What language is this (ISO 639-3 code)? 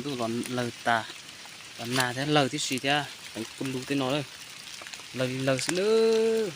hmn